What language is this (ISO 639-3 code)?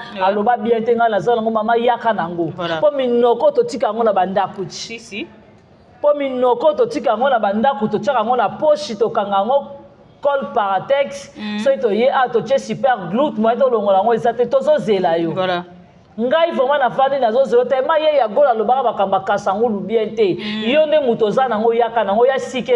lin